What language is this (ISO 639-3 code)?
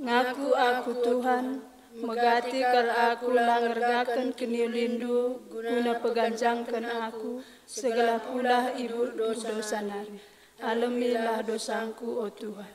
btx